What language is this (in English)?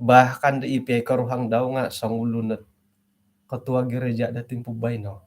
Central Dusun